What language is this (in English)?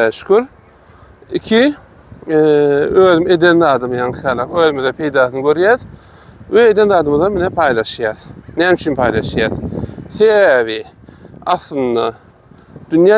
Turkmen